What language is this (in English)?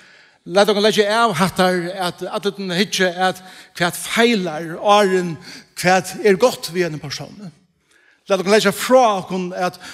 Faroese